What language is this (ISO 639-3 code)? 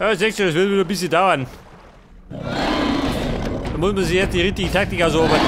bar